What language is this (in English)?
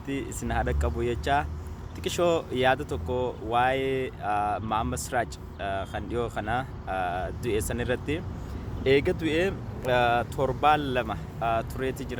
Oromo